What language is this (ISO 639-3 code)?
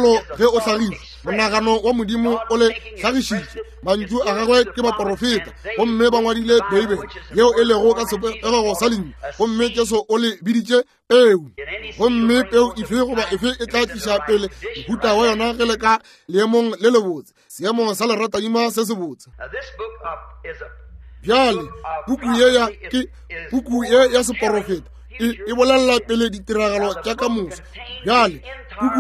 nso